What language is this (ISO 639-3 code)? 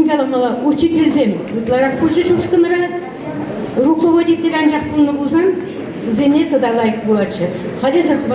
chv